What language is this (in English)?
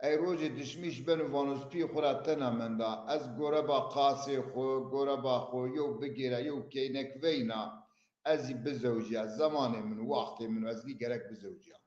Zaza